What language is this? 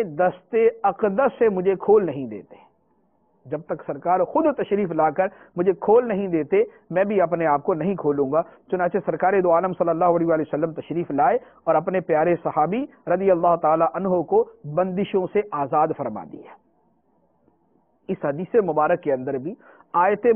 Urdu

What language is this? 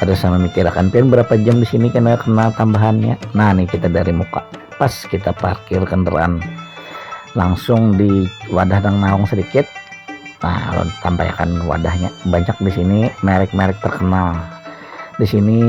Banjar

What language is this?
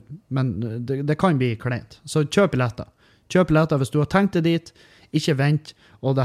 Norwegian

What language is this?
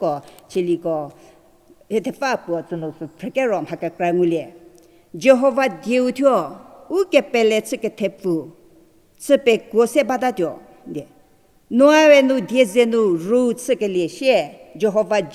Angami Naga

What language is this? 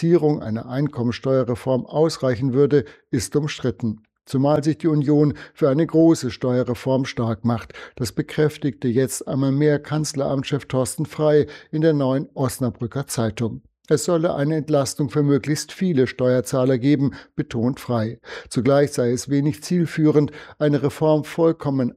German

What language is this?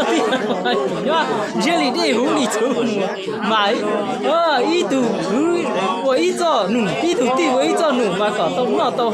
Hmong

